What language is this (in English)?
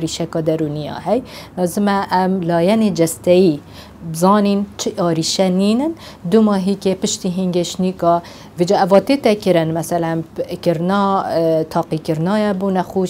Kurdish